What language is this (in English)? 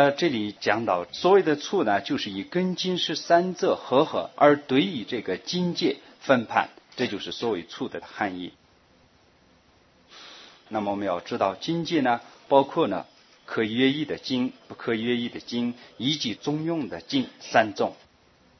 Chinese